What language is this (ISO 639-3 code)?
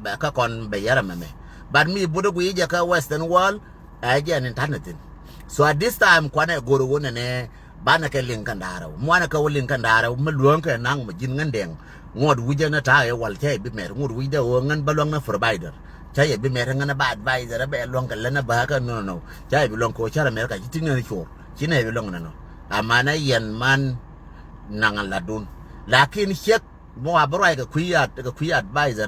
nus